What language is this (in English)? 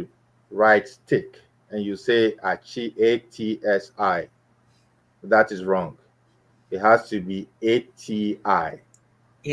Ewe